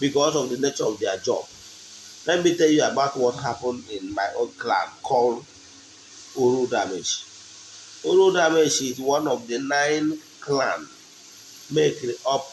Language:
Igbo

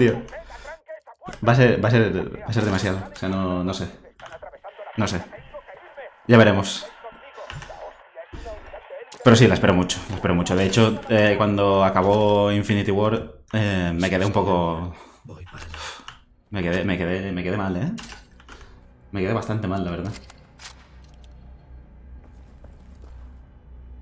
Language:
Spanish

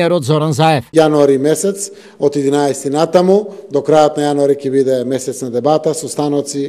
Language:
Macedonian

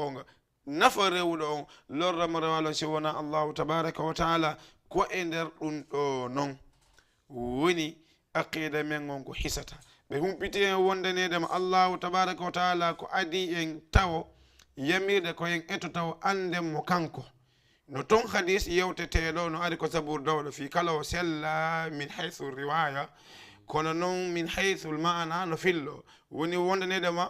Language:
Fula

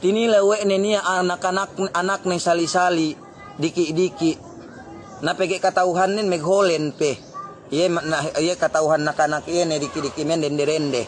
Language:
Yakan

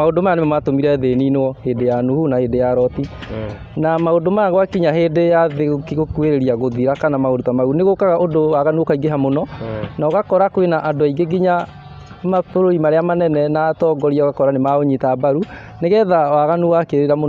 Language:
Kikuyu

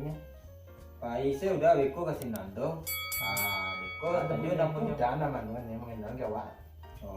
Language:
Minangkabau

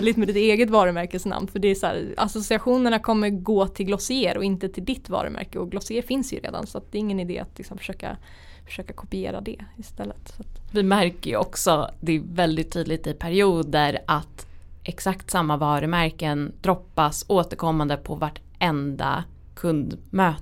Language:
Swedish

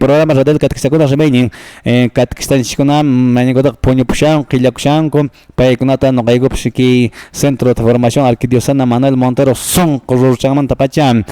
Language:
Quechua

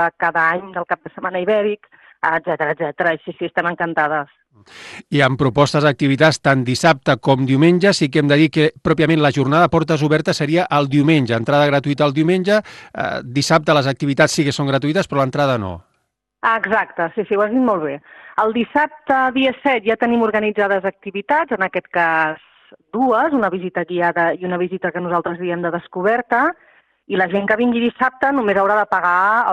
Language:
Catalan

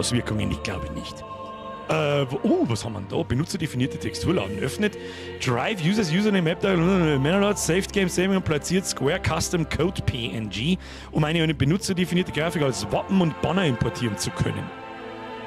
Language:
Bavarian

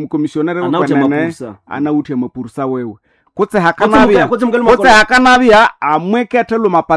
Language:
Nande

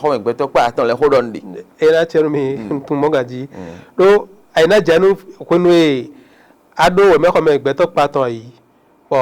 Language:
Fon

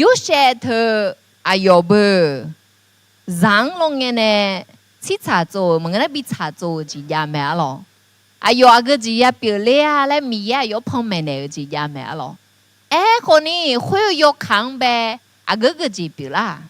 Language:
Akha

